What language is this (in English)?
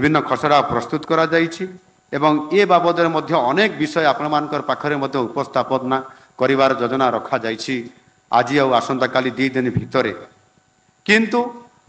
Odia